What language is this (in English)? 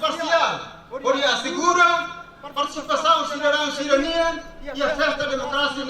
Tetum